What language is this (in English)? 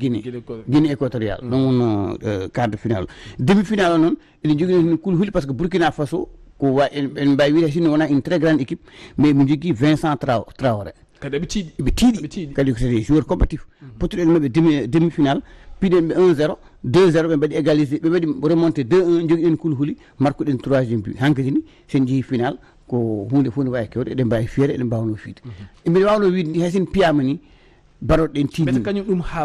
Fula